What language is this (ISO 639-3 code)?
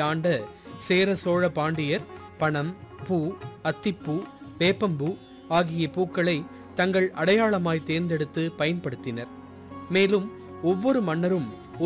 tam